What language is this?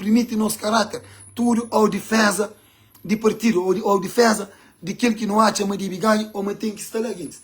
Kabuverdianu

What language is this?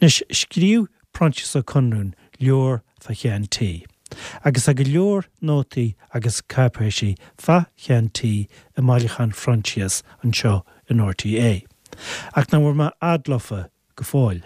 Irish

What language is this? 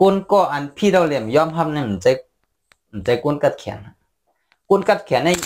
Shan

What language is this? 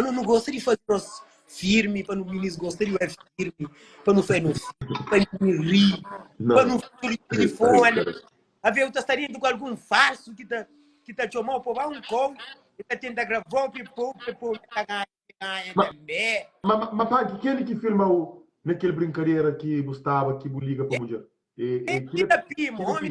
Kabuverdianu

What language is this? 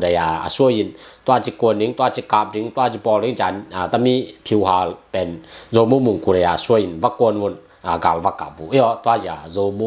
Tedim Chin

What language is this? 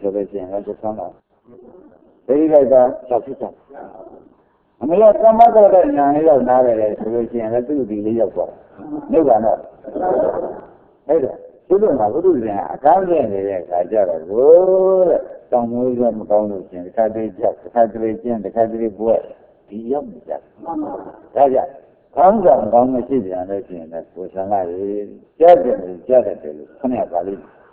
Burmese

